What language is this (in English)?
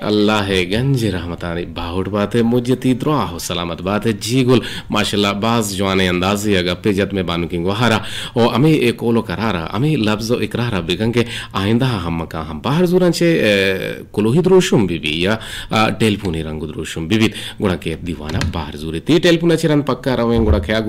Eastern Balochi